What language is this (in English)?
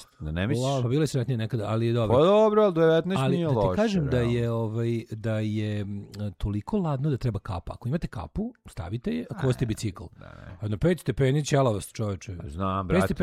Serbian